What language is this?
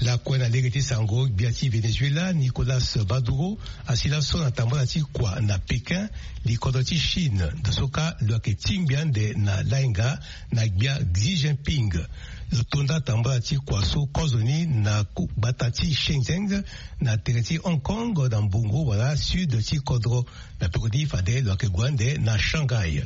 Sango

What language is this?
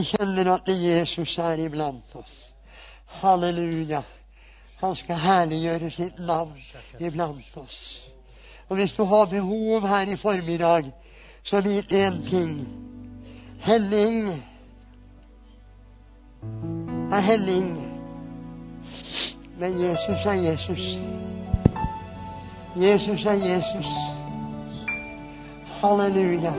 Norwegian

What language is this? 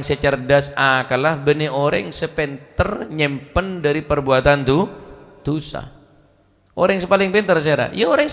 Madurese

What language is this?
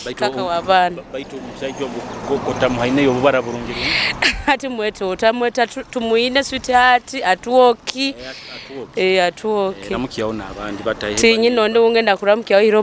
Nyoro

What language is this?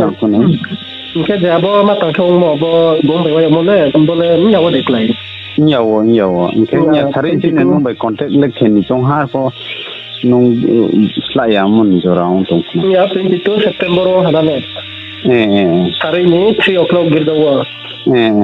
Riang (India)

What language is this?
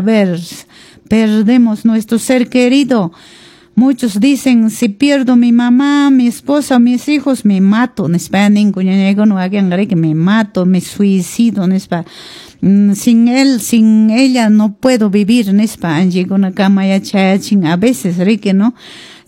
Quechua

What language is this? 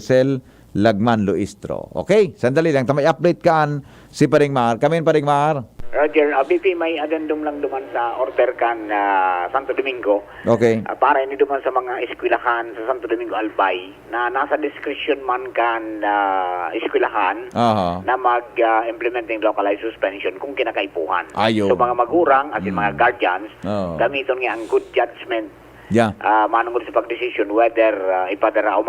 Bikol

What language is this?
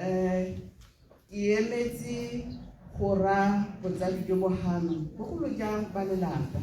Tswana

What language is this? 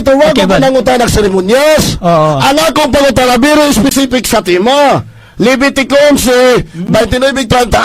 Cebuano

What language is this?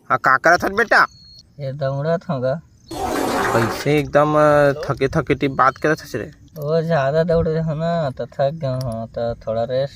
Chhattisgarhi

